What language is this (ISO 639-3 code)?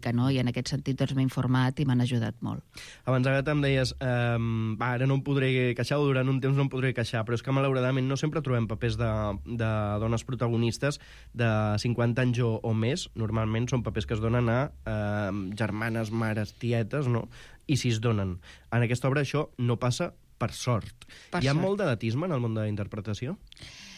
cat